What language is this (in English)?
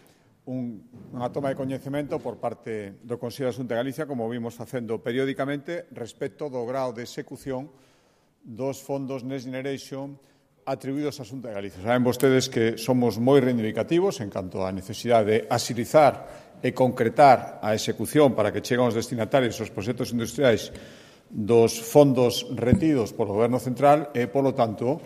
Galician